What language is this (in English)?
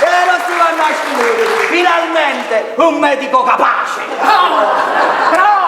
Neapolitan